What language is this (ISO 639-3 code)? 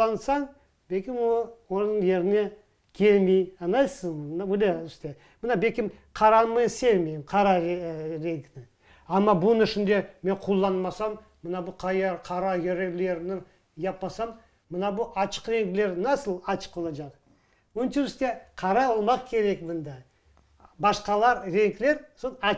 crh